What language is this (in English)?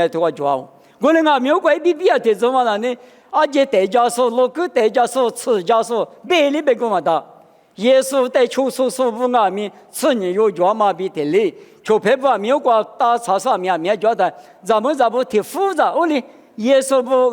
Lisu